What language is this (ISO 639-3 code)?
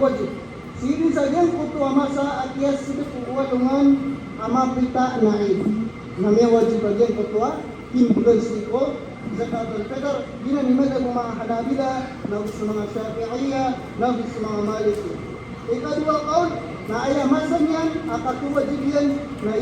mrw